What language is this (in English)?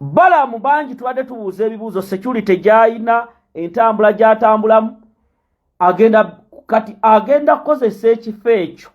Ganda